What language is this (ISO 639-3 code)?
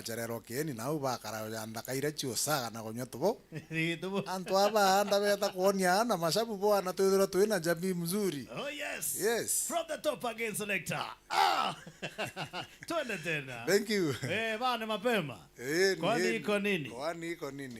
mer